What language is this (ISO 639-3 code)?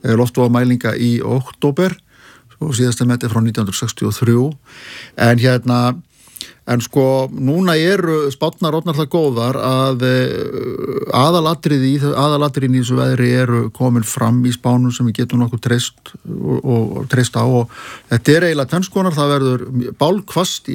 isl